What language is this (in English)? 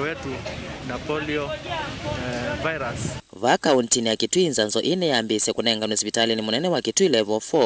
Kamba